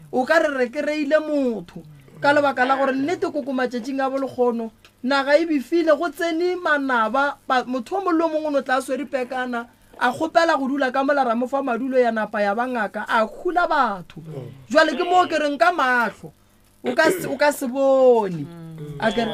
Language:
Northern Sotho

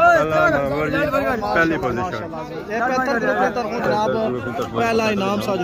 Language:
Pahari-Potwari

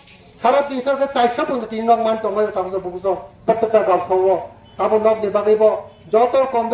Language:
Kok Borok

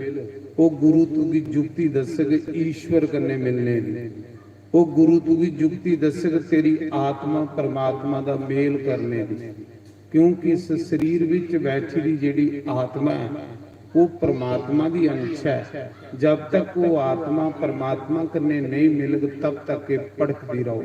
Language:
Dogri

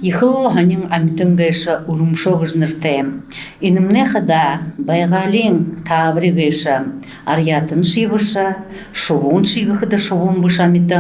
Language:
Buriat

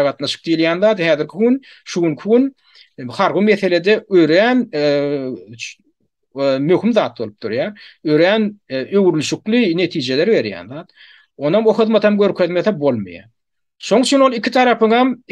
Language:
Turkmen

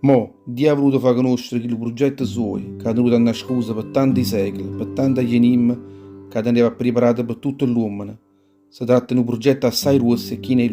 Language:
Neapolitan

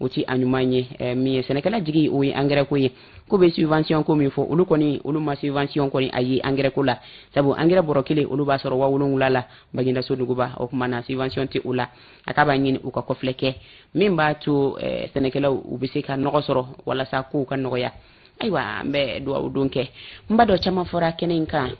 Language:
Bambara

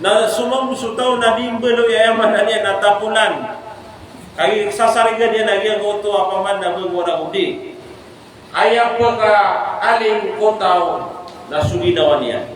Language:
Maranao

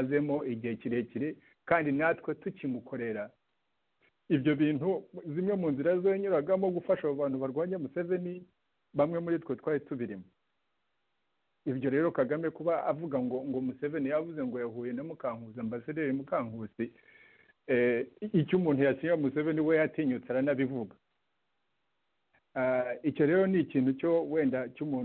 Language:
Kinyarwanda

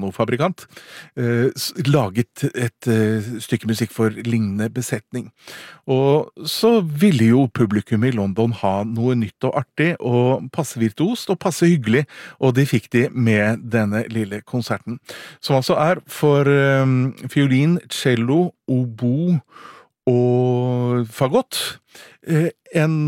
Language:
Norwegian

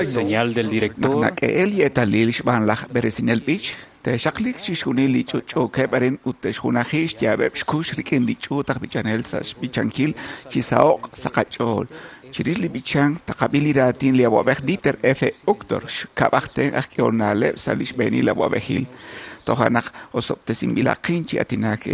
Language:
Kekchí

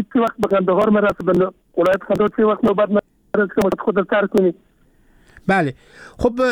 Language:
Persian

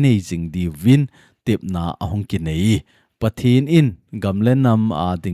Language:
Thado Chin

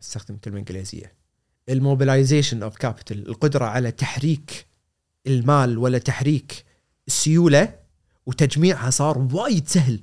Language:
Gulf Arabic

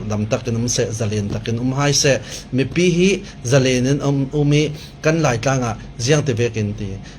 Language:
Falam Chin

